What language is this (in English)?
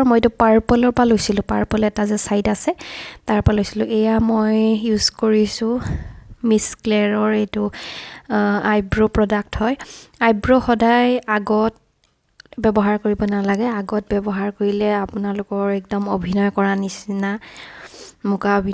Assamese